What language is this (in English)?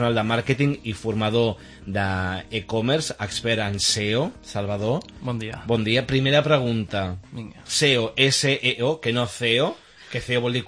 Catalan